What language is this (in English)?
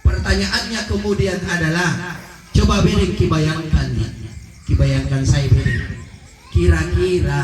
Makasar